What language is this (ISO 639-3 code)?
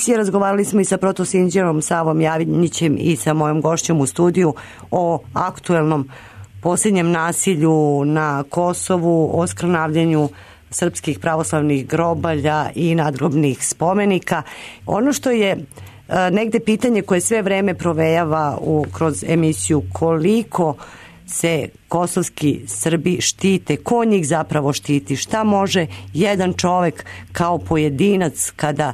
srp